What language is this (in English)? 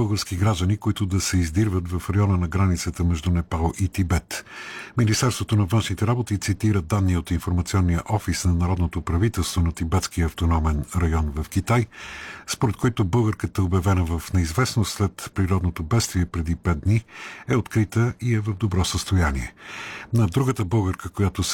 Bulgarian